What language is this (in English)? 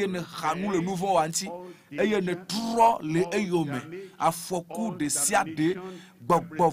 Ewe